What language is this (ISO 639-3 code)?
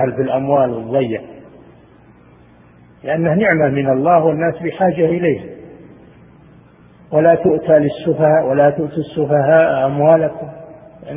ara